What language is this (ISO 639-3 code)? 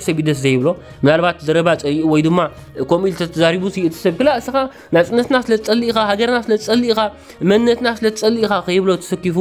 tir